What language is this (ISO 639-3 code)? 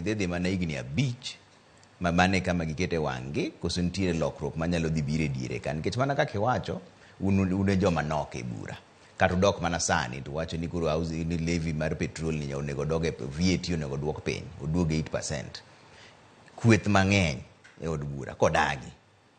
luo